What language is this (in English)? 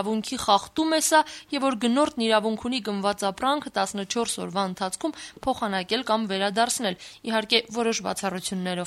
Armenian